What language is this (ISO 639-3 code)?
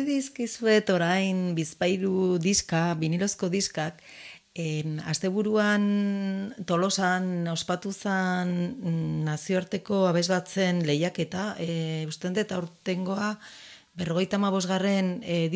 eus